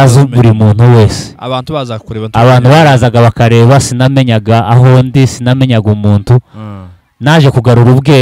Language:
Kinyarwanda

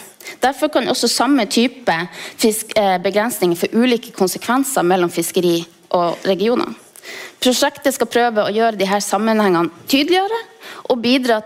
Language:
Norwegian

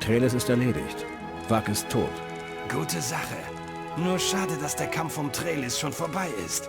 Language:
Bavarian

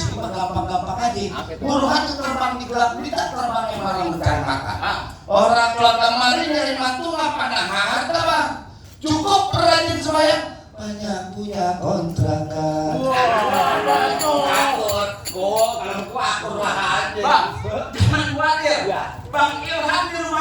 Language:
Betawi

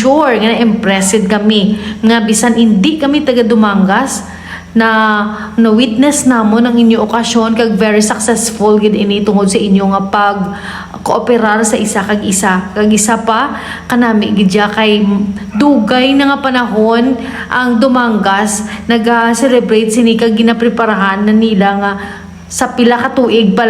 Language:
Hiligaynon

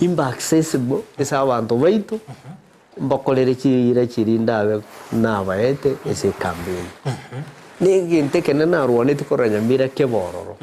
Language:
Gusii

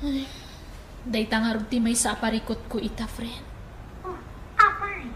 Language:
Iloko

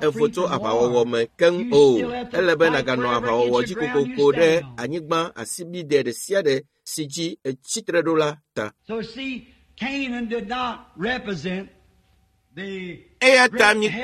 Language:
Ewe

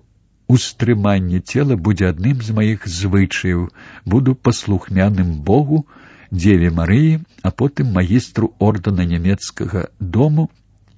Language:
Belarusian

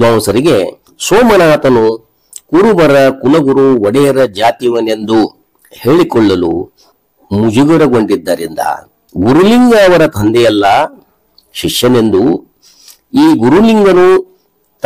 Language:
Kannada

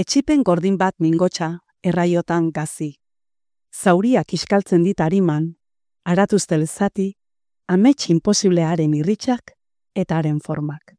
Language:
Basque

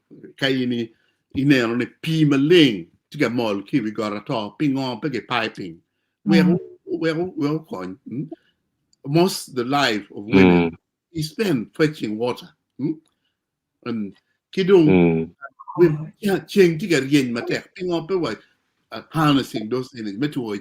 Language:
Acoli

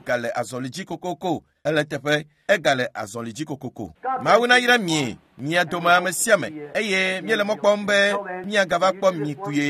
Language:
Ewe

